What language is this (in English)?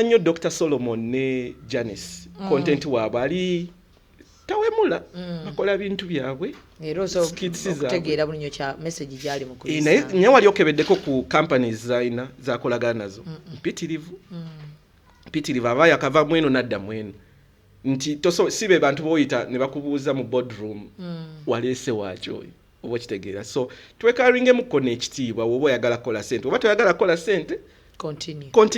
Ganda